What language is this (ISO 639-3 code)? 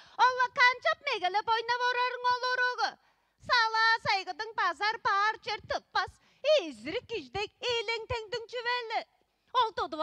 tyv